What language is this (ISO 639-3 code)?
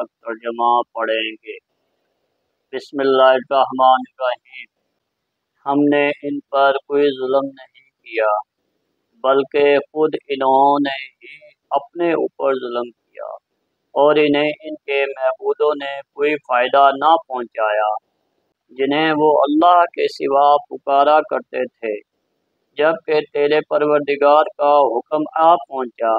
urd